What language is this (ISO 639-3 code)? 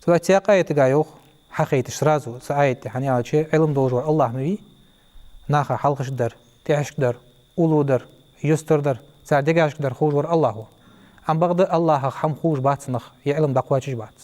inh